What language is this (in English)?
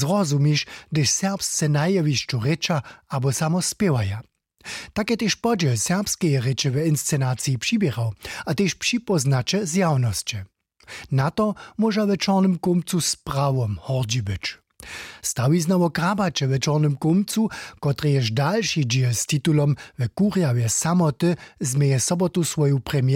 Upper Sorbian